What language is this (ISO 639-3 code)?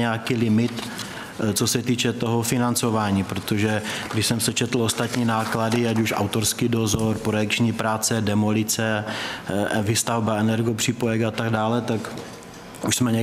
ces